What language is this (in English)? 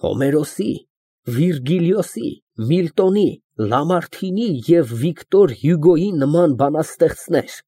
Armenian